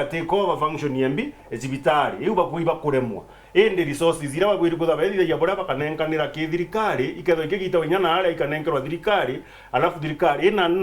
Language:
Meru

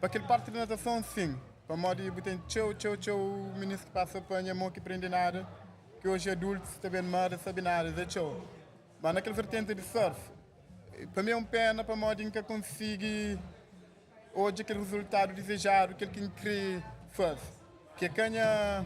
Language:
Kabuverdianu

